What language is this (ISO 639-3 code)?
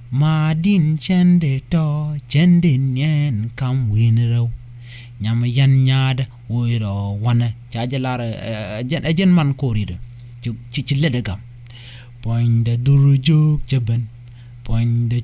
nus